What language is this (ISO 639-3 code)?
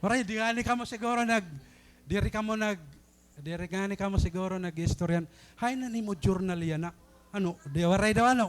war